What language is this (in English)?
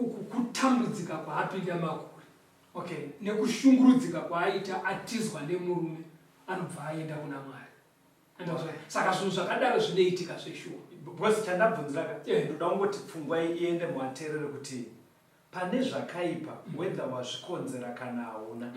Shona